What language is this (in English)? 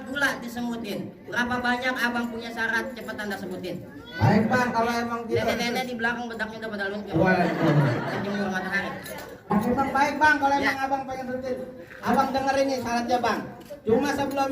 Betawi